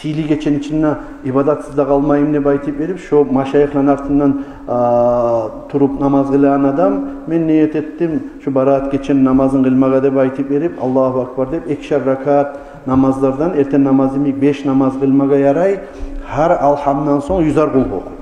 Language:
Kumyk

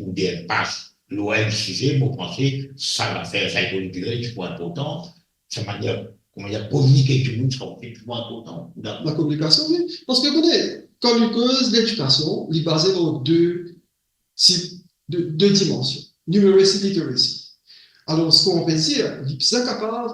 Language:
Morisyen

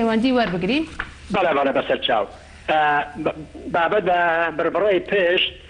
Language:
Central Kurdish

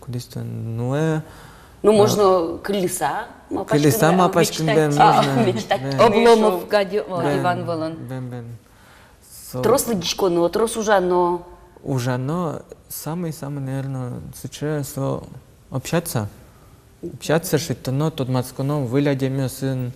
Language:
Udmurt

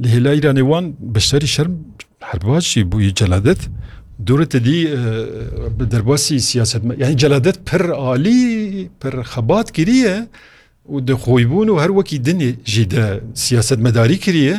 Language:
Kurdish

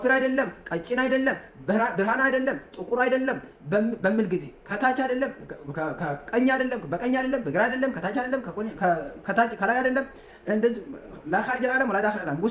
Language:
Amharic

